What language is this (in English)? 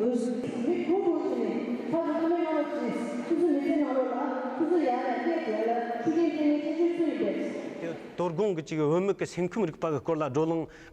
Tibetan